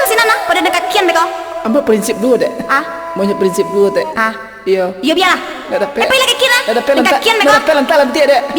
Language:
Minangkabau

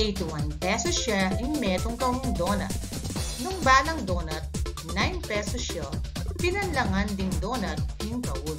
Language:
Pampanga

